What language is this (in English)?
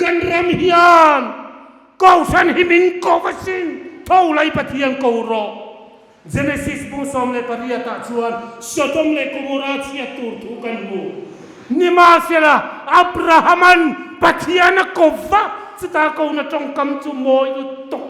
Hmar